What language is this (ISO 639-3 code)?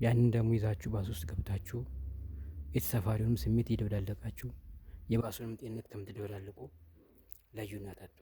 amh